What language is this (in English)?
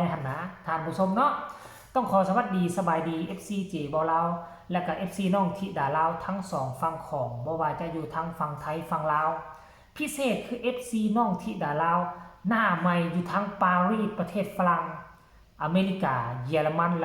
Lao